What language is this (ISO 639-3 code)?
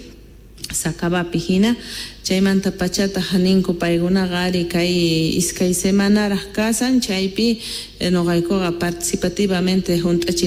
que